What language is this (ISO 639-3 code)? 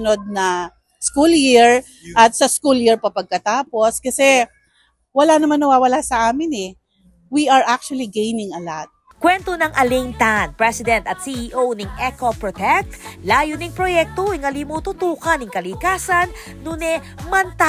pam